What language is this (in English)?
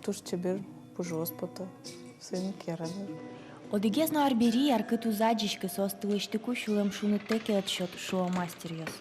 Udmurt